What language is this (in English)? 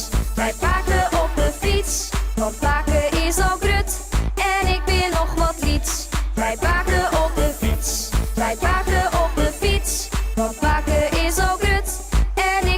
Western Frisian